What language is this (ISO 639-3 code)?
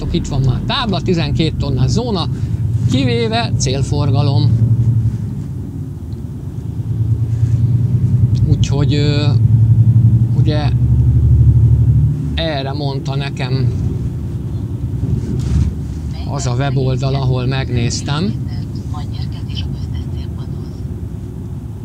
hun